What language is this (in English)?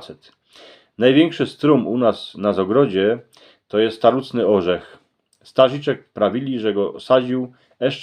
Silesian